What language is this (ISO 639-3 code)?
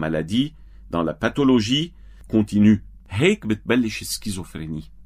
apc